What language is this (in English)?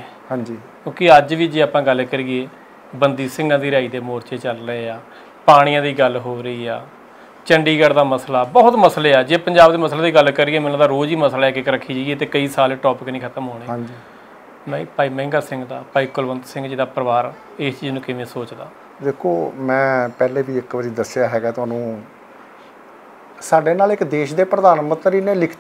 Punjabi